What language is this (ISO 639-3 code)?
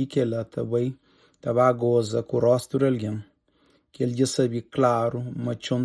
kea